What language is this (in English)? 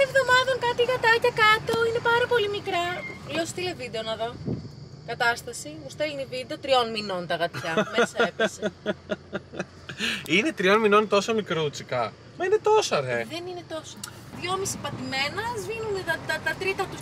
Greek